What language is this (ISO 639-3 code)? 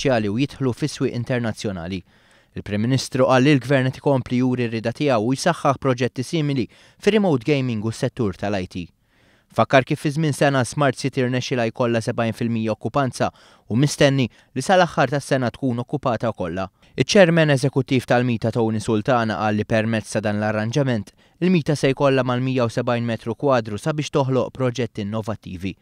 mlt